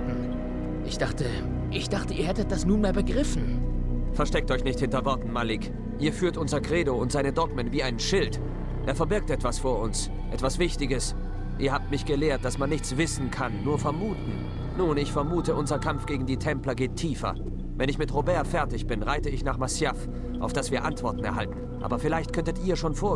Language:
Bavarian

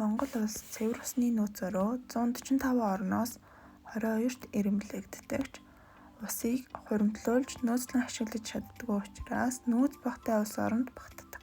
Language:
Mongolian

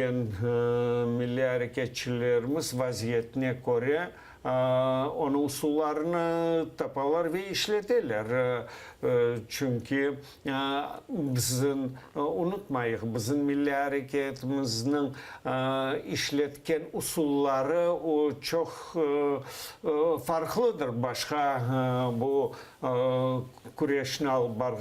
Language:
Crimean Tatar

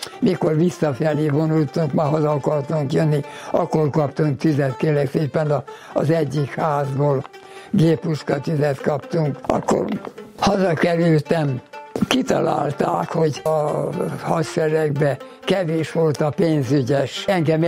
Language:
Hungarian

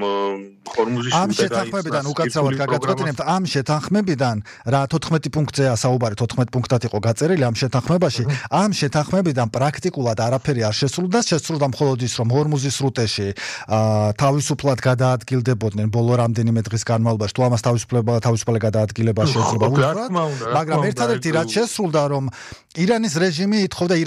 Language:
Georgian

